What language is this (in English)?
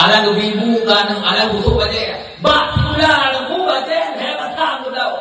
Achinese